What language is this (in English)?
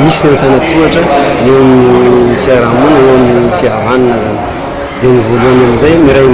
Malagasy